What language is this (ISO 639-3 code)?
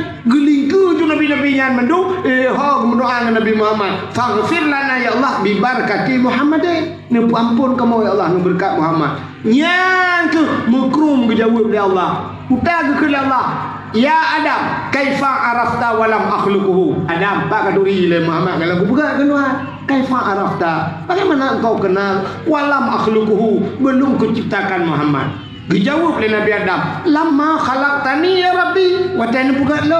ace